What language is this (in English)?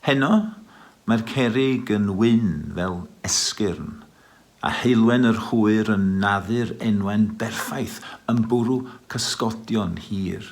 Welsh